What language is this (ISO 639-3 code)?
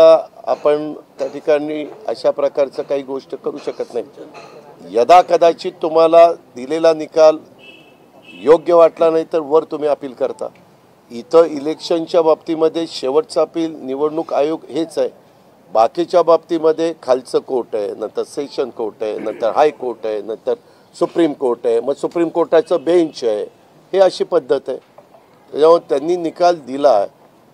mar